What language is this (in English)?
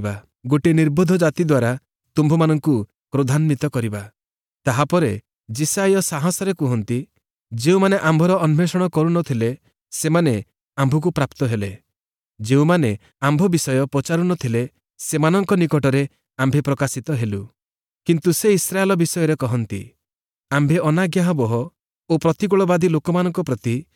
Odia